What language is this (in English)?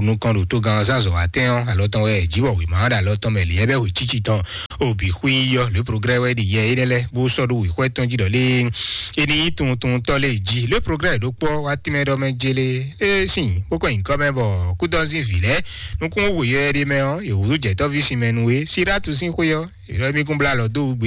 Fon